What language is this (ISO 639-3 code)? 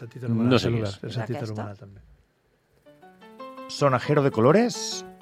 cat